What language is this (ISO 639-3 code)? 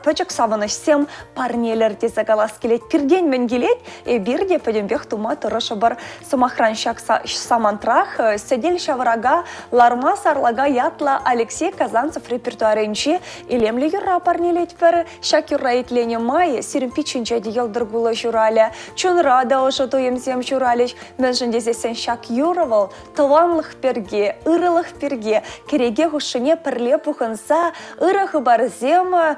chv